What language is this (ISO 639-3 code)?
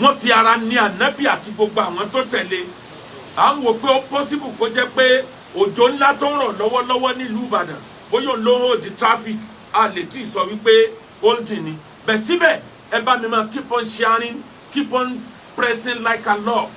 yor